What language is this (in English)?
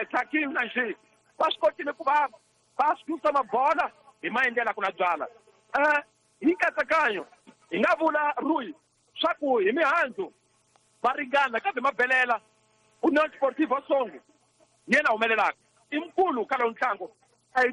Tsonga